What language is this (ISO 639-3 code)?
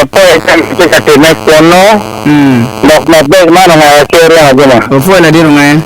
ach